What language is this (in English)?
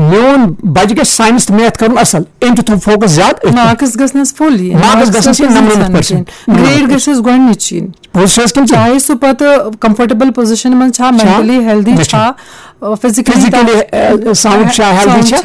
Kashmiri